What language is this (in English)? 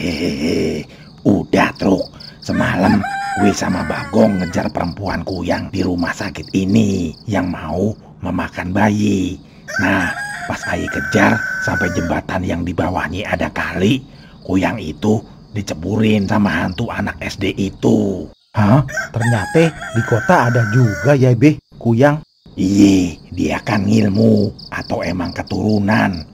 Betawi